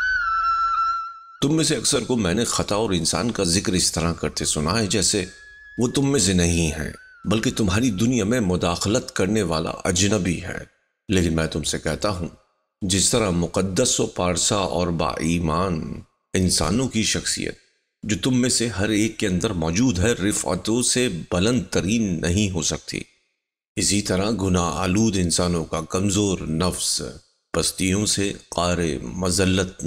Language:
Urdu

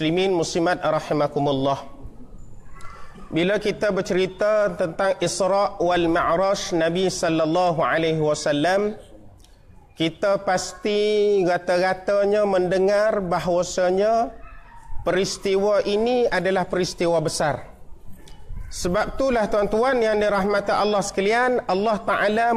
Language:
Malay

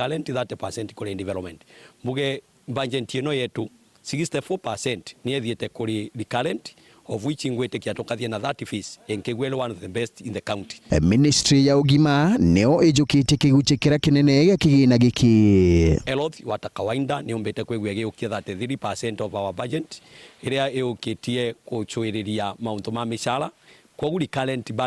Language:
Meru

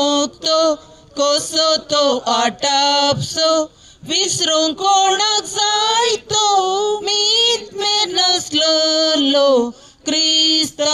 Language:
Konkani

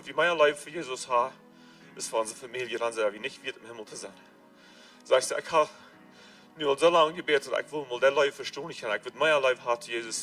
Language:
Plautdietsch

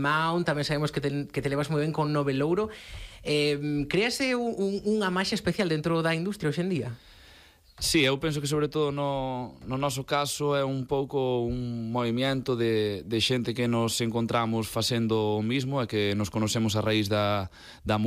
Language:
Galician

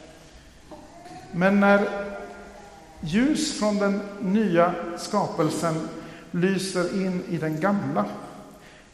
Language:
Swedish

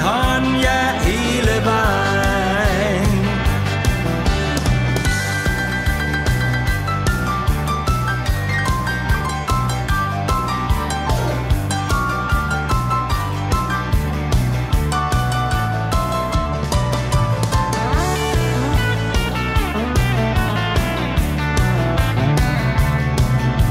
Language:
Danish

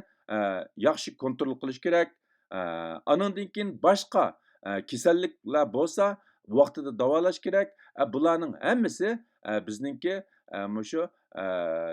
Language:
Uyghur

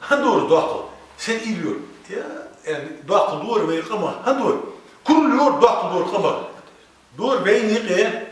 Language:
Ingush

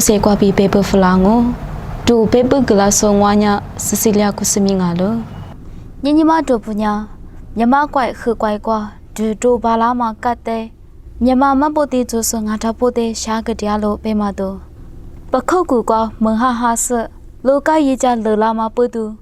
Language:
Lisu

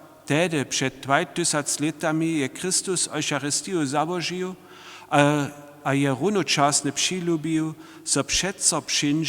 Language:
Upper Sorbian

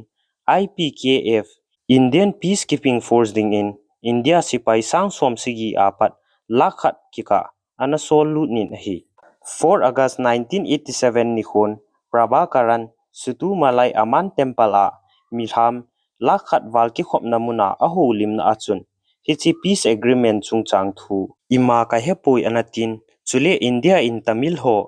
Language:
Thado Chin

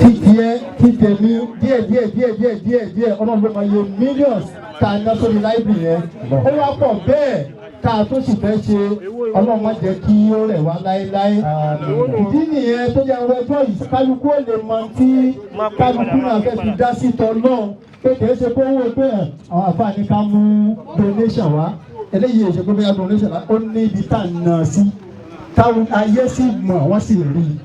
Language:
Yoruba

